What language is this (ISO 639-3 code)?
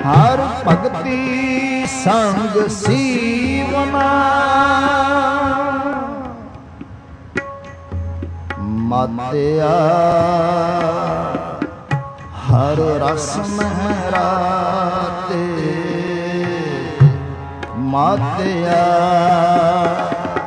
pan